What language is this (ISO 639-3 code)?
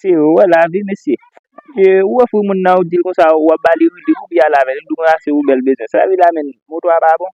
hat